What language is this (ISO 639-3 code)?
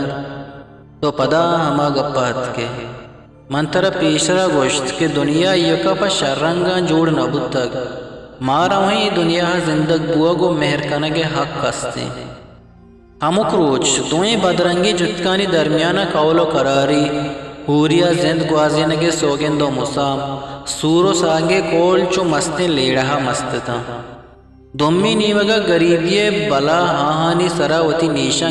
bgp